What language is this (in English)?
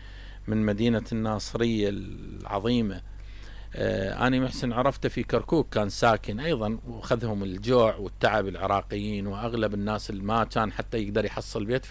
Mesopotamian Arabic